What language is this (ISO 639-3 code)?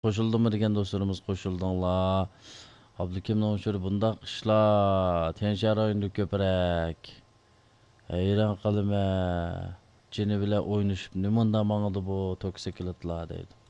uig